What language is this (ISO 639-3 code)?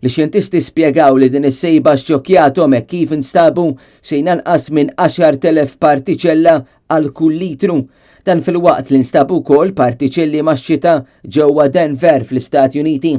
mlt